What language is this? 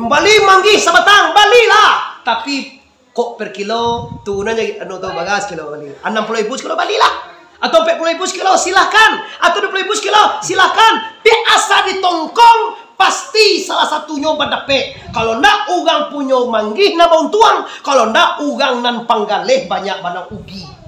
Minangkabau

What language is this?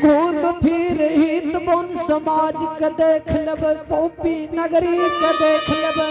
Angika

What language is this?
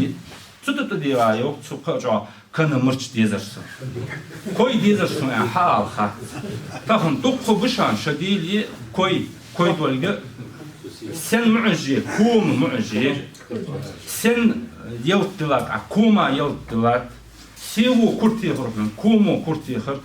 Ingush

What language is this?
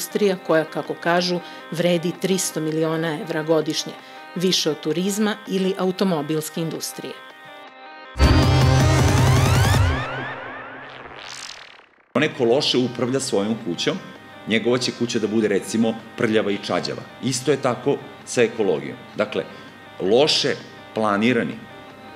Serbian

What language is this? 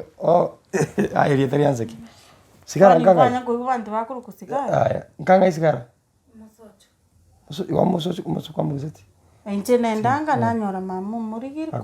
Gusii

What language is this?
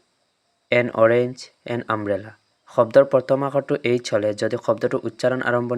Assamese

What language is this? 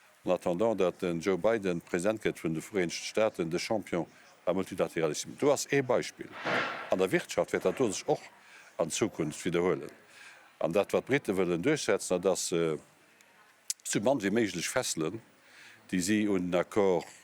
Luxembourgish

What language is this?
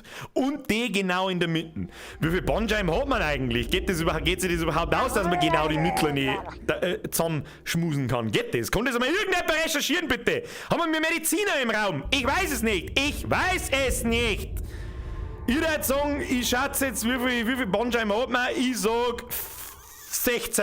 Bavarian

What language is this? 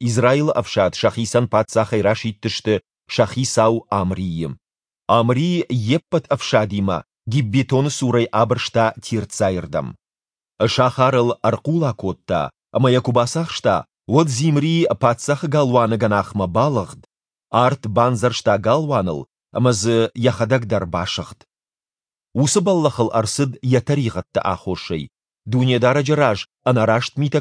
Ossetic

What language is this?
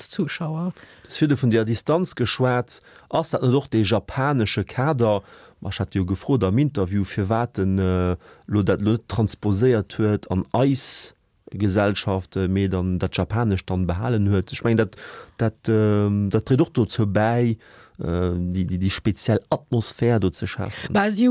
Luxembourgish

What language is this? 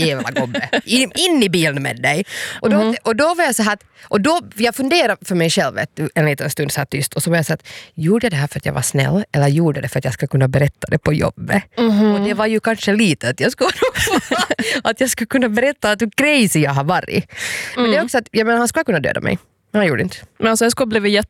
Swedish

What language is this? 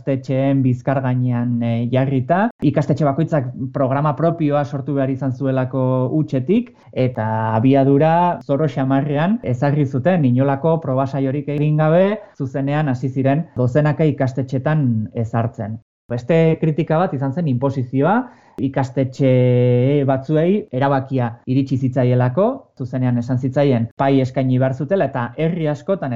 Basque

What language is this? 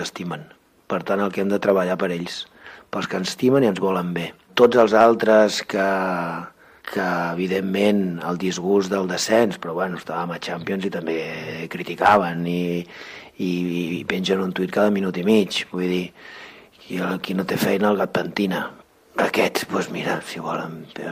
Catalan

